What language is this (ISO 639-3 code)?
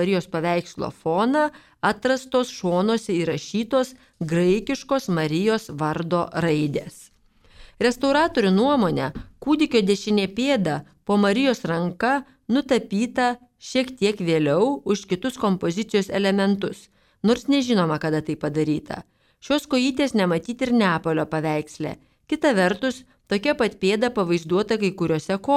lit